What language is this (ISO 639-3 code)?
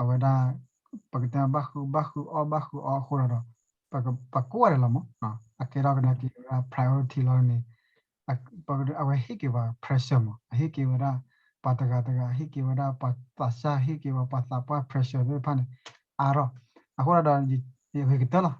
ksw